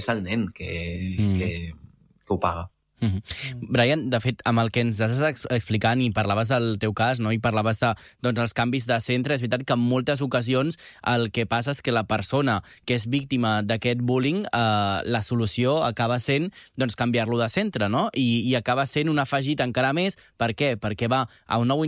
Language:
Catalan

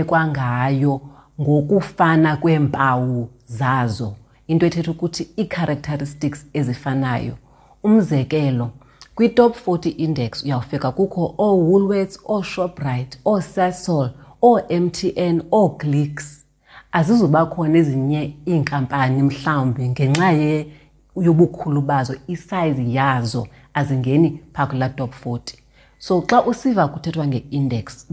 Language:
Xhosa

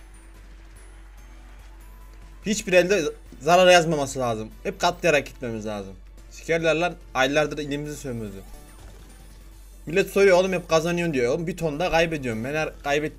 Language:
Turkish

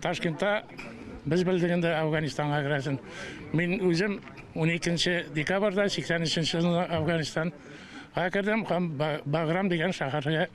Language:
Tatar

